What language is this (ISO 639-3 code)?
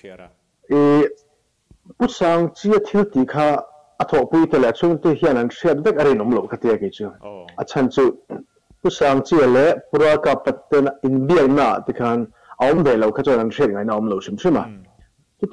lus